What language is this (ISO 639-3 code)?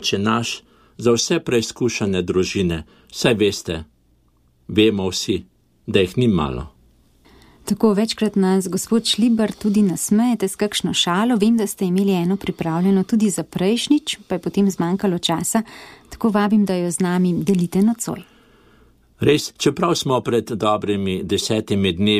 slv